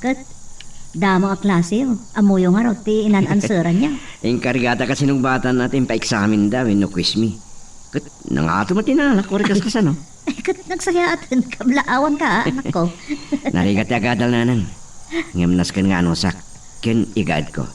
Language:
Iloko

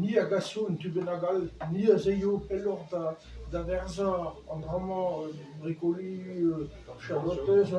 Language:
Breton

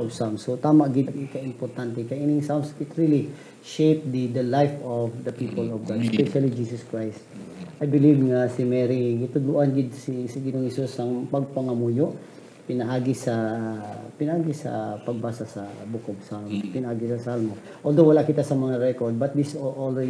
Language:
Hiligaynon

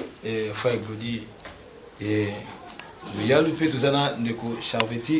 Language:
Lingala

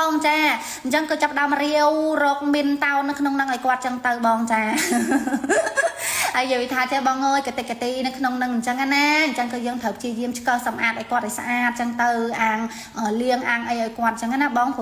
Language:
Khmer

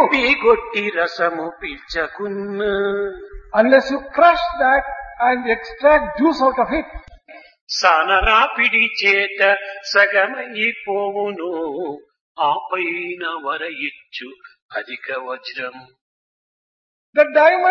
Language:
Telugu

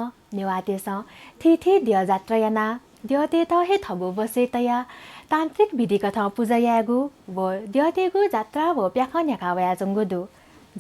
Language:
Newari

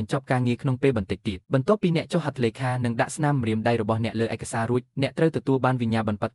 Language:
Khmer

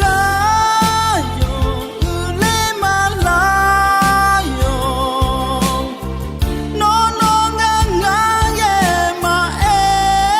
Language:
Akha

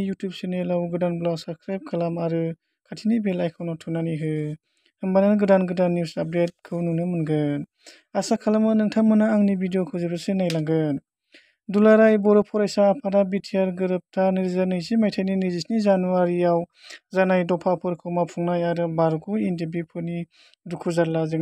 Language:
Bodo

